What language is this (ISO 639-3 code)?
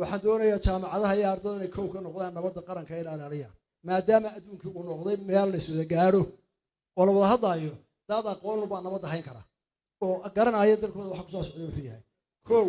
som